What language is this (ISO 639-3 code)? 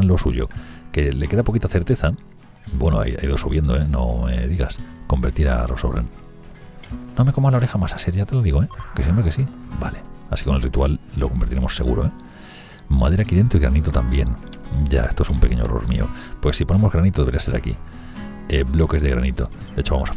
spa